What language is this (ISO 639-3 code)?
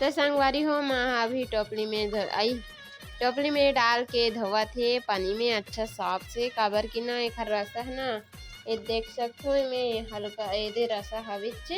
hne